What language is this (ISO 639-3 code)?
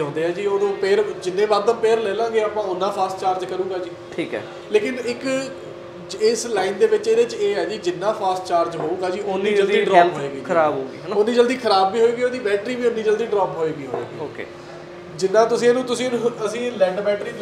pan